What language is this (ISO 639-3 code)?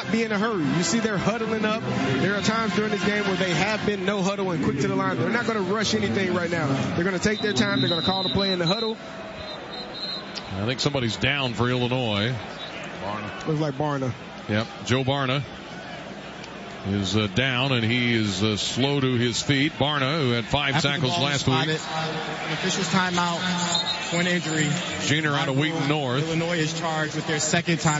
eng